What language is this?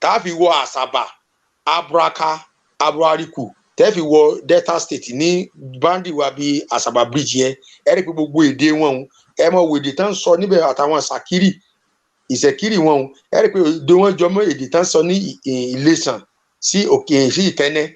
Yoruba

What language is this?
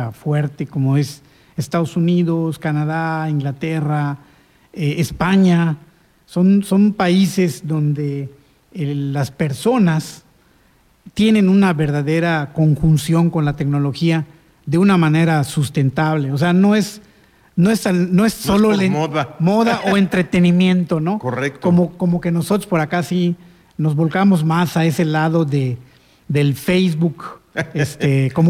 Spanish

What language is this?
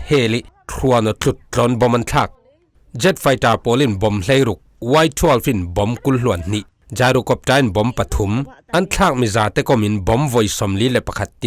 Falam Chin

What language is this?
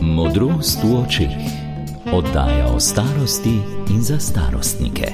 Slovenian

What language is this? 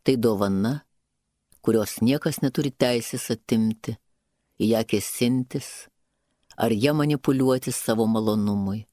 Lithuanian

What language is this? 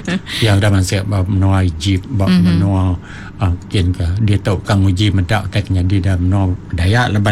Iban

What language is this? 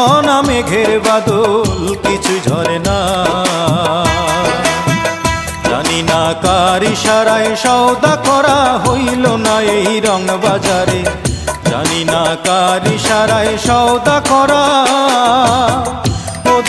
Bangla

